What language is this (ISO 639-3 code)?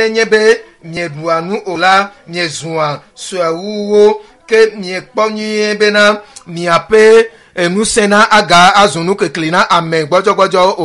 ewe